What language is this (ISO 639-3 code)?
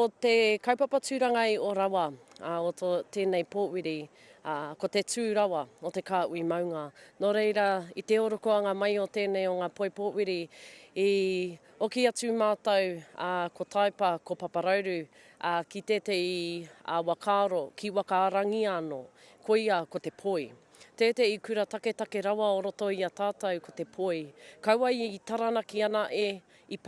mri